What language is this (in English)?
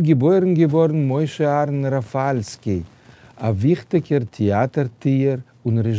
Yiddish